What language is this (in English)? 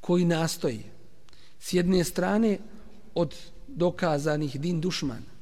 Bosnian